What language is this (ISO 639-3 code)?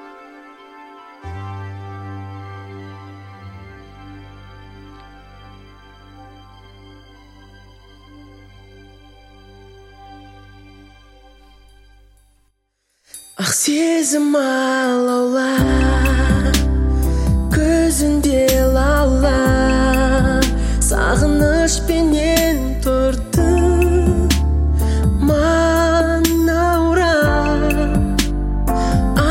kaz